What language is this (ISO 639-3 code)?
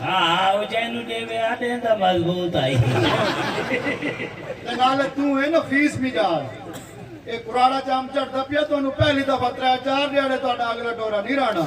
skr